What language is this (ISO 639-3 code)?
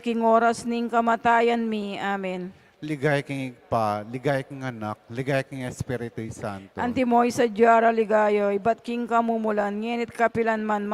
pam